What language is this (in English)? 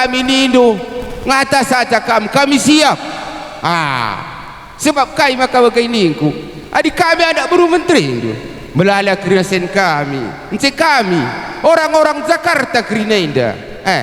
Batak Karo